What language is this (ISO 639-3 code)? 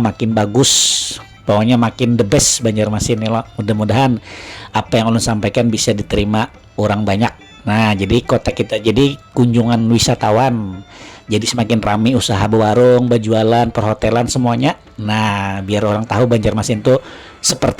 bjn